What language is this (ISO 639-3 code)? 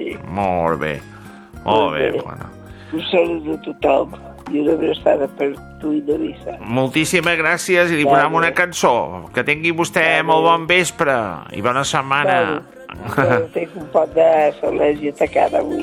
cat